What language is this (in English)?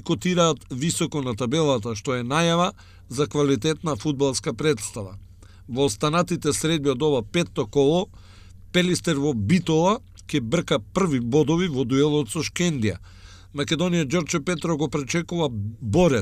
Macedonian